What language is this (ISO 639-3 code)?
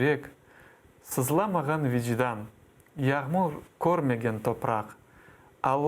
crh